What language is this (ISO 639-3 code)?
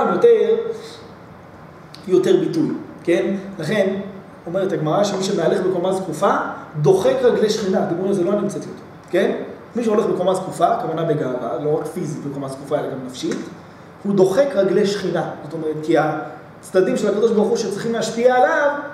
heb